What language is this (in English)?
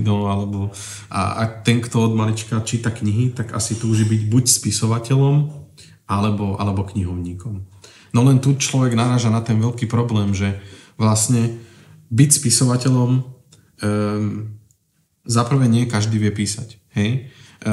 Slovak